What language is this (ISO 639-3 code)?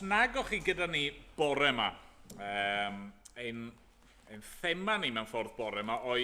cym